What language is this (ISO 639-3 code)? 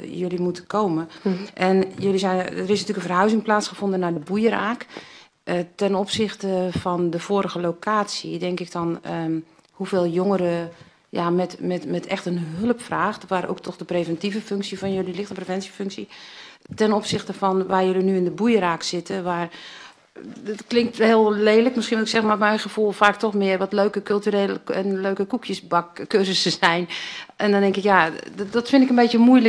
nld